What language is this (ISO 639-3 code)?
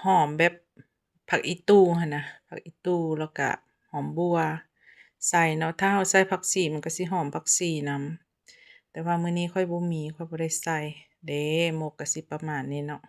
lao